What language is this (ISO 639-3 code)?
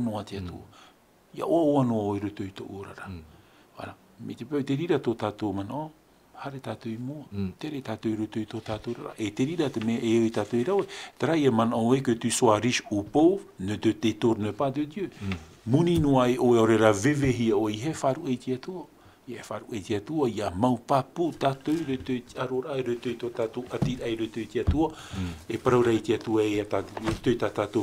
tah